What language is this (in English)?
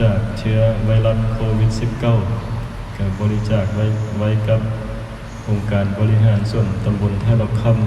Lao